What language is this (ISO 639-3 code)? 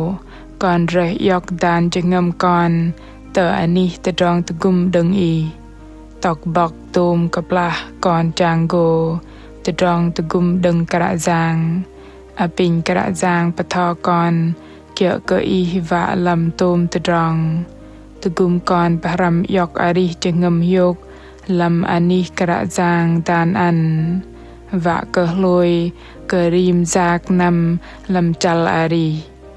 bdq